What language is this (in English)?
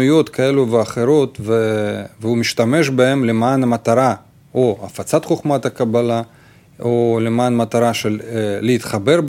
Hebrew